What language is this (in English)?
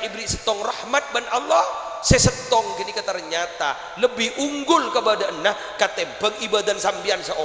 Madurese